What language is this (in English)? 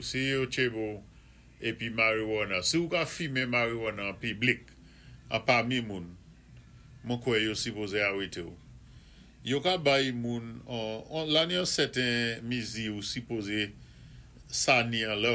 Saint Lucian Creole French